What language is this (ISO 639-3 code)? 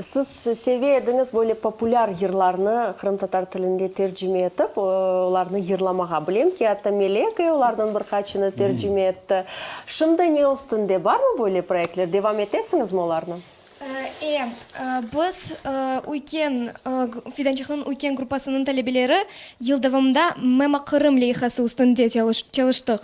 crh